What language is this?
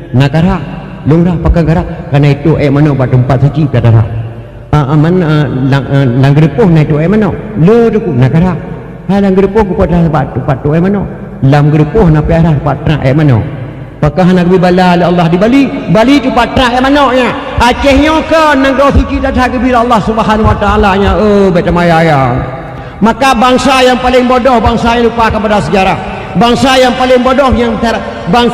Achinese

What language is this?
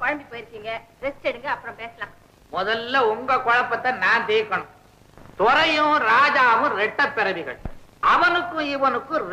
Tamil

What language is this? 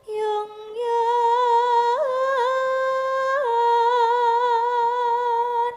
Javanese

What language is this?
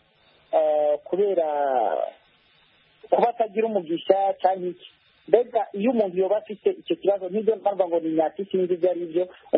Kinyarwanda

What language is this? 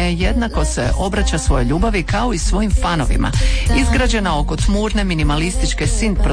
Croatian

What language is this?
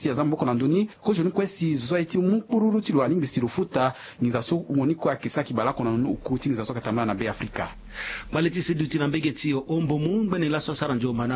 Sango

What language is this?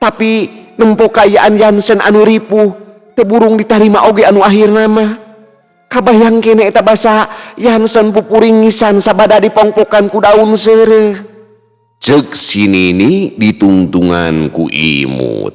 Sundanese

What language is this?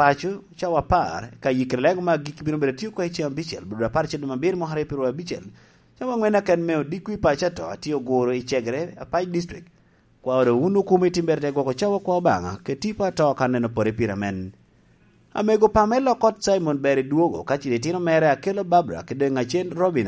Lango (Uganda)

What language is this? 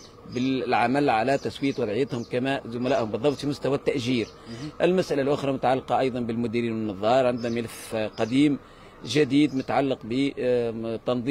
Tunisian Arabic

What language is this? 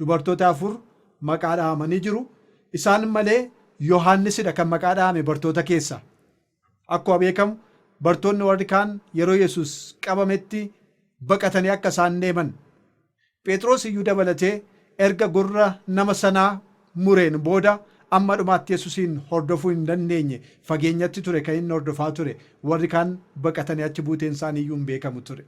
Oromo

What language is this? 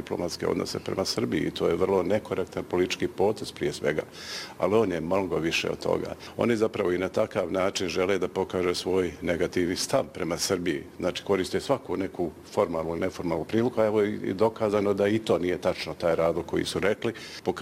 Bosnian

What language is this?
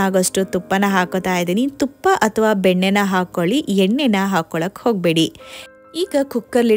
Kannada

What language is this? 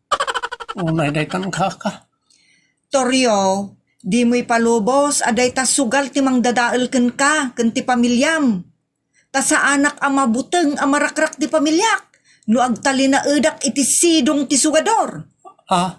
Iloko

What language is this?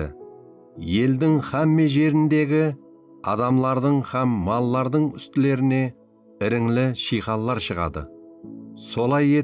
Kara-Kalpak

